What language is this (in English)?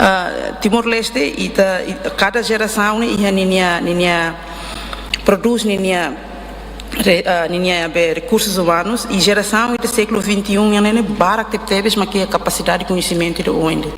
Tetum